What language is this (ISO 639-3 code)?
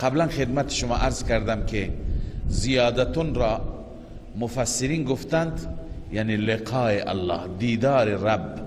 fas